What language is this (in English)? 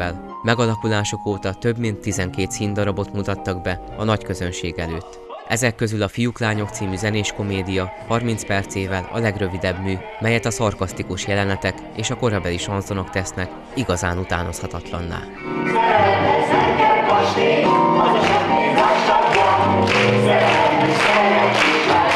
Hungarian